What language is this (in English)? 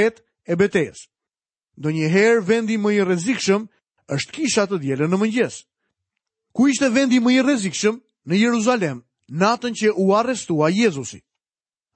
Albanian